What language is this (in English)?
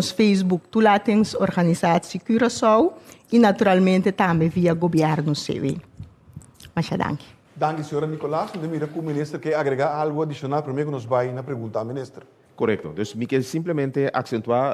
Papiamento